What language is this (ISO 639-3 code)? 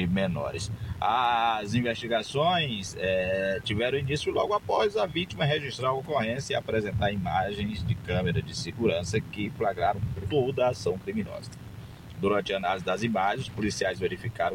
por